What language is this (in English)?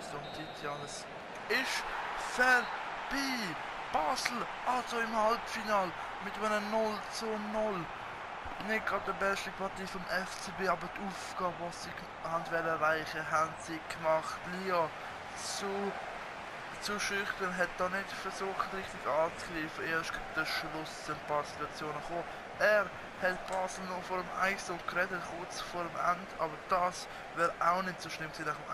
Swiss German